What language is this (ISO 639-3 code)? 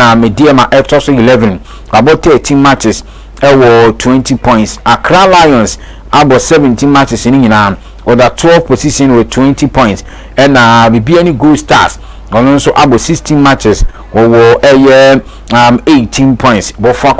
aka